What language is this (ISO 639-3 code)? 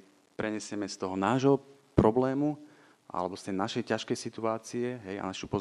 slk